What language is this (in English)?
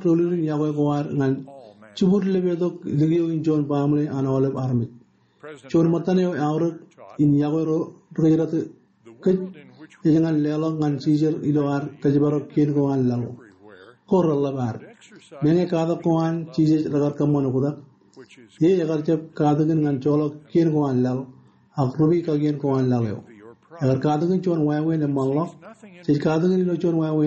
Marshallese